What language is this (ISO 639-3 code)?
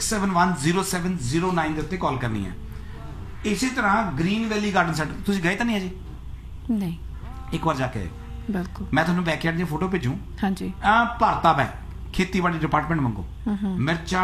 pan